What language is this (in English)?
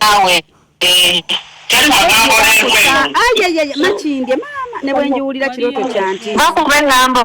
Ganda